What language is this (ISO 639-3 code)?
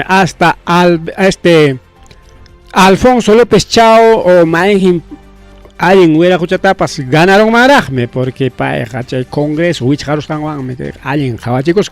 quy